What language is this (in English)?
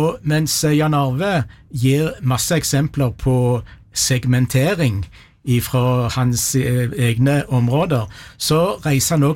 Norwegian